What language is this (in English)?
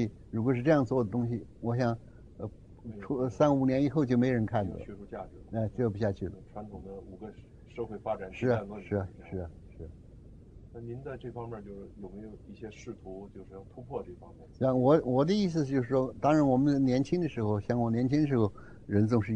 Chinese